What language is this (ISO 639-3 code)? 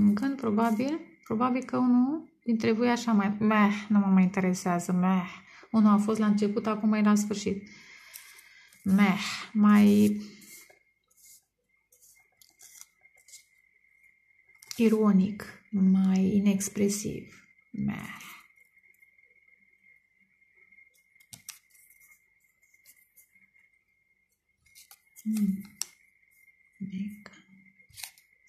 ron